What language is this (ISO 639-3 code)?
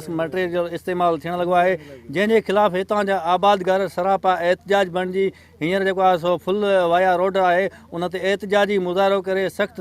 snd